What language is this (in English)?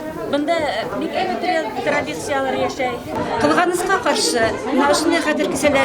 Bashkir